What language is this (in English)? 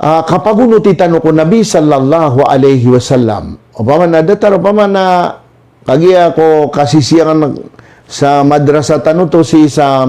Maranao